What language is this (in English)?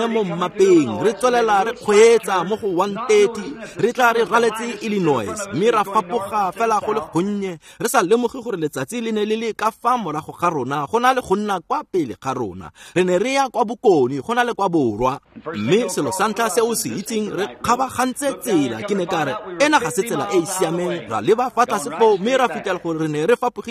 Tswana